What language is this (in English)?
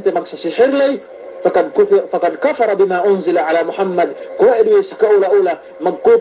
Yakan